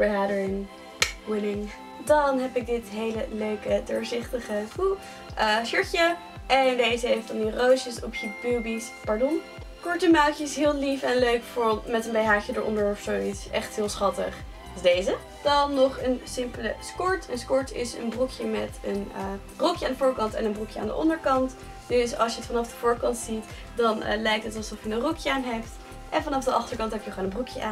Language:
Dutch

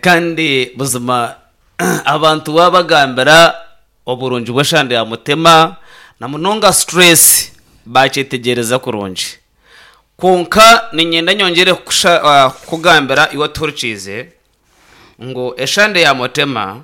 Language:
Nyankole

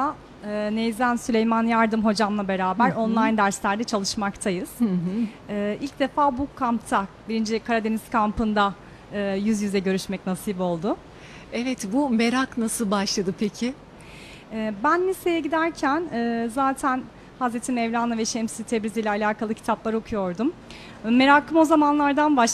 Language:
Turkish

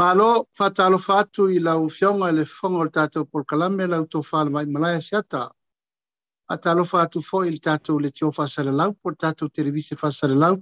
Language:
Samoan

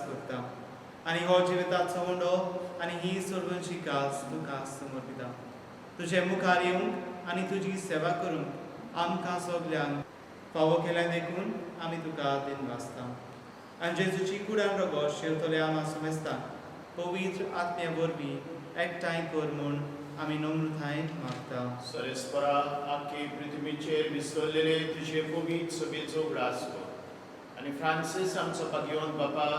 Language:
Konkani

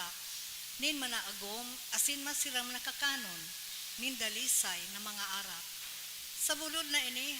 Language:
Bikol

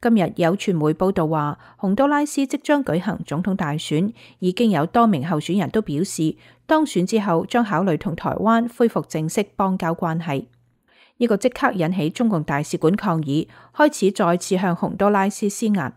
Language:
Cantonese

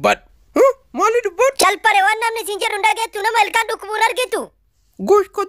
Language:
Oromo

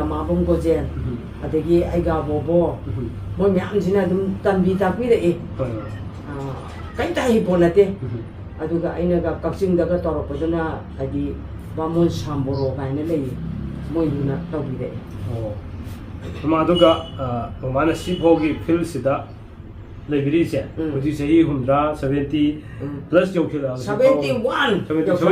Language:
Manipuri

